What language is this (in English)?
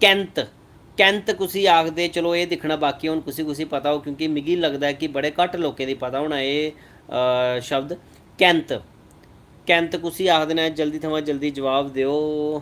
Dogri